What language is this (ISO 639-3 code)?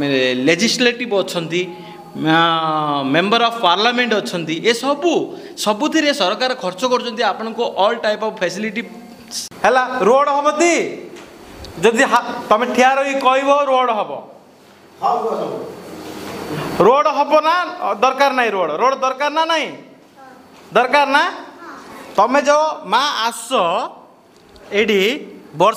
ori